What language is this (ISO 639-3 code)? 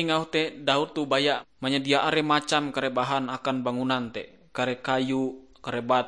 nij